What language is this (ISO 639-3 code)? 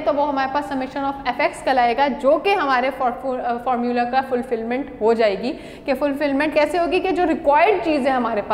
hin